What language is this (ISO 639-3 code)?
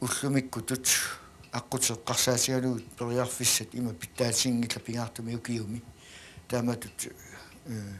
kal